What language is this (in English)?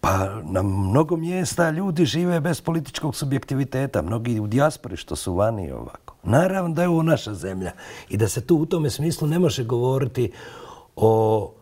Bosnian